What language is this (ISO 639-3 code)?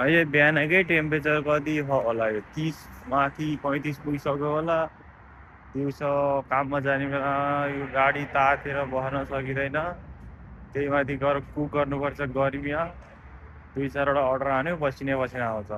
nep